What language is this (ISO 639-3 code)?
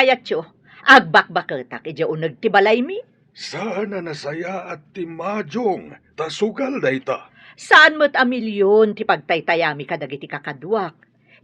ilo